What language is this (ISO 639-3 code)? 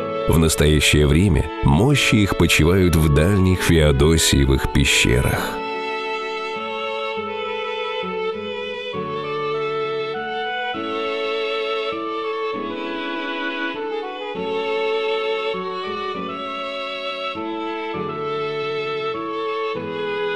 rus